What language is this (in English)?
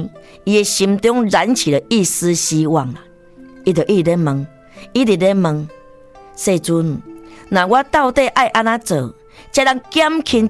Min Nan Chinese